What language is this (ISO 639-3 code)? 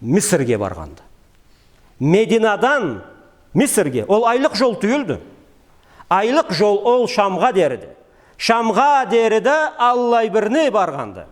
krc